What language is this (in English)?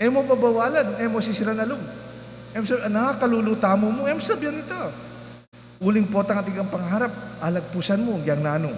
Pampanga